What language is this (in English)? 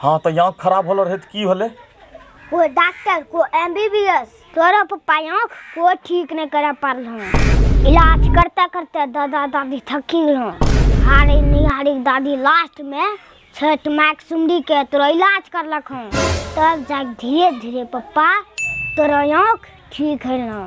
Angika